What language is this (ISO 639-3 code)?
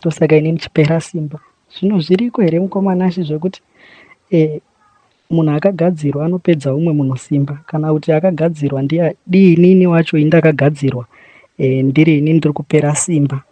sna